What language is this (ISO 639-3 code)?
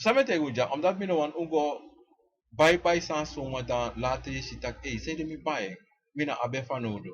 srn